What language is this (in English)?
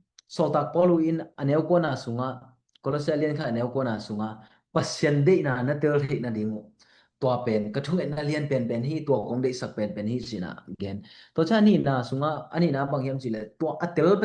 Tedim Chin